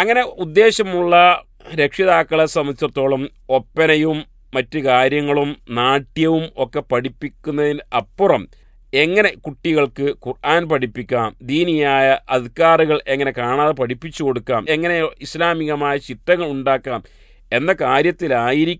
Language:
Malayalam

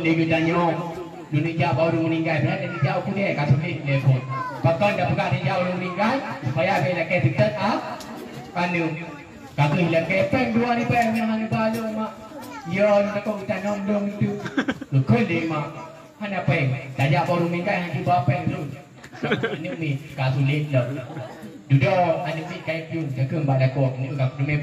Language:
Achinese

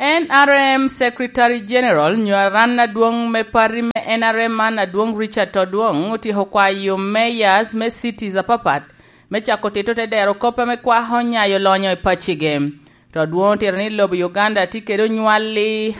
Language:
Lango (Uganda)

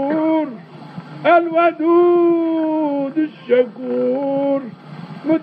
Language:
Zaza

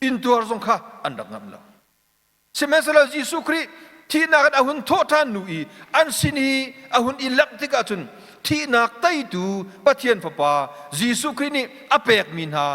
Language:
Hakha Chin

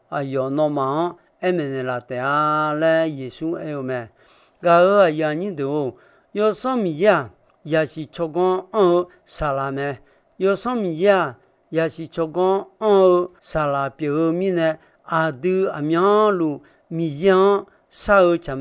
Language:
Akha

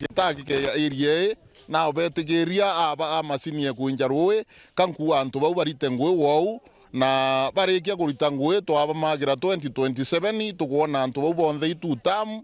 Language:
Meru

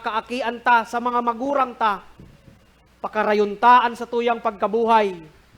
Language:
Bikol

